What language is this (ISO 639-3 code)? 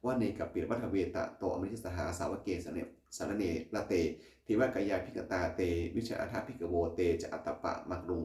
pli